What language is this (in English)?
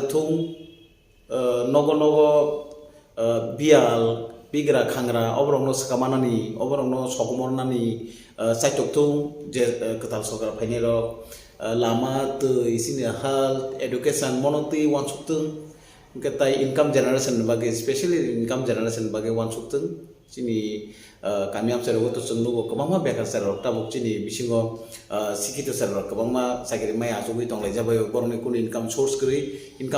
Kok Borok